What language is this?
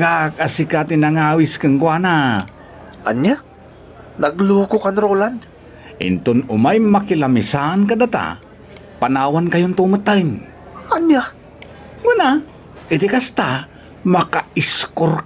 Iloko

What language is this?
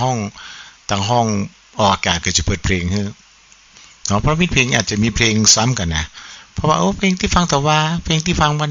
Thai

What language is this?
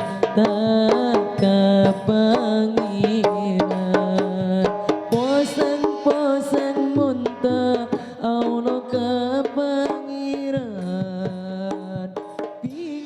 Madurese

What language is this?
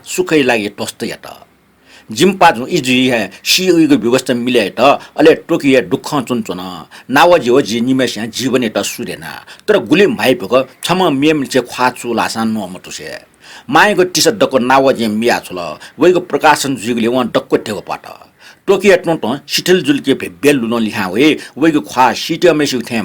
Newari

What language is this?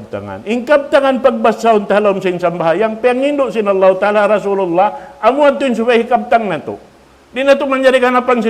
Tausug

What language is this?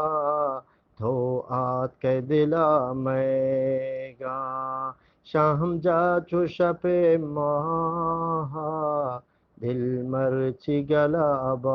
Eastern Balochi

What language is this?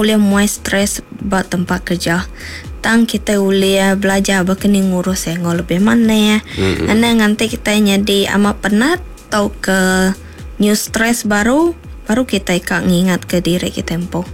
Iban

